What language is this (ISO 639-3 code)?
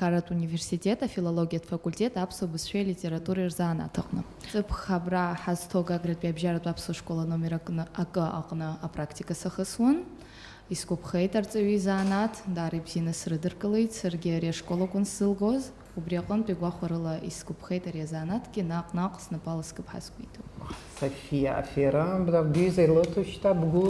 abk